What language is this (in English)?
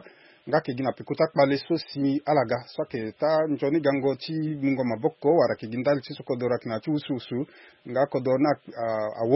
Sango